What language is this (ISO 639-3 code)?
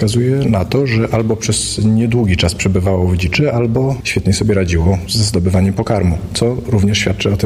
pol